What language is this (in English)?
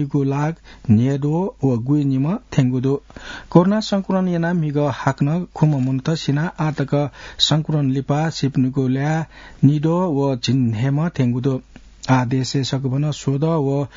Newari